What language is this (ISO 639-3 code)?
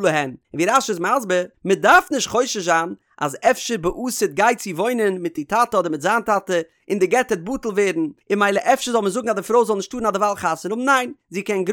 yid